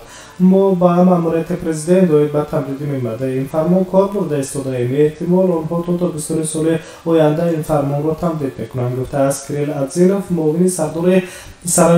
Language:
Tajik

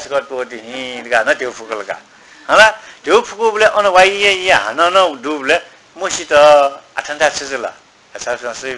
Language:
Newari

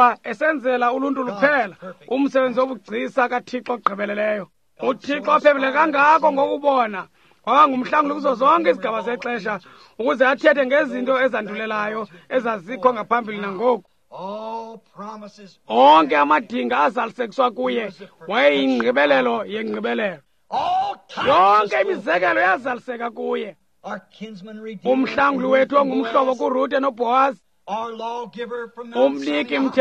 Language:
Xhosa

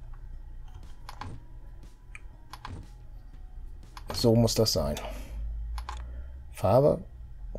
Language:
German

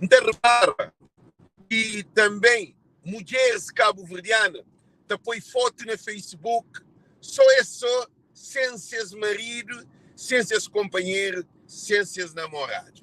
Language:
Kabuverdianu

